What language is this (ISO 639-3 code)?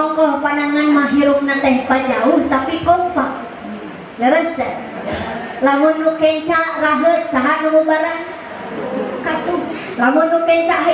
sun